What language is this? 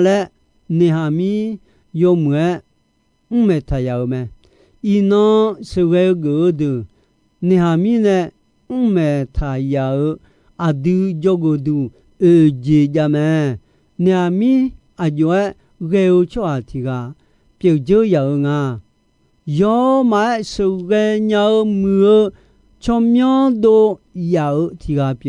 Akha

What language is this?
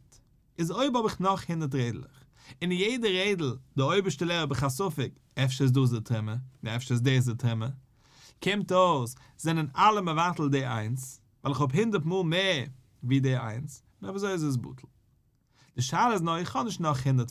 Yiddish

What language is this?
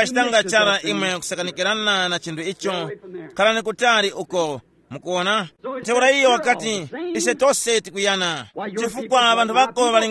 Tumbuka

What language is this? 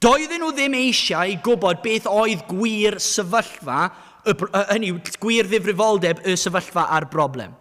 Welsh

